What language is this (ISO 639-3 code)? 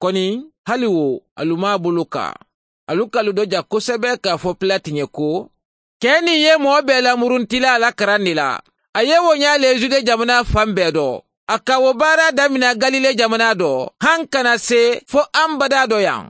man